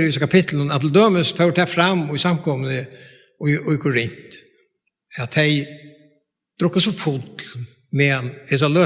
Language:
Faroese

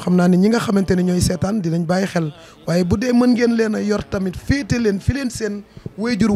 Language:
Wolof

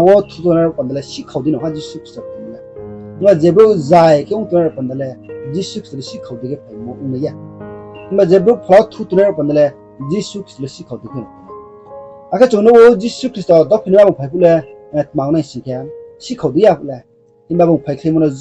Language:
Riang (India)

